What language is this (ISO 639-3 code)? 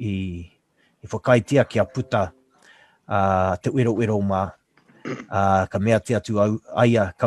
mri